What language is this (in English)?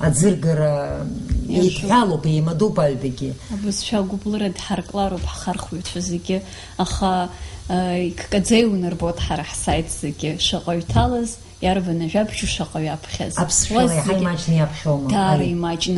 Abkhazian